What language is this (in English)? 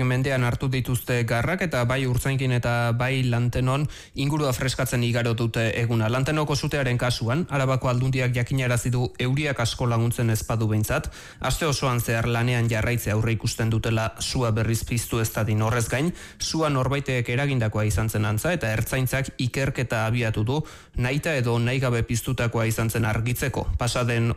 Basque